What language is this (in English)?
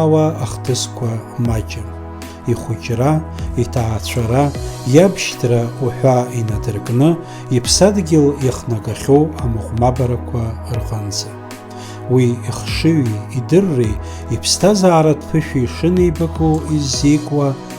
Abkhazian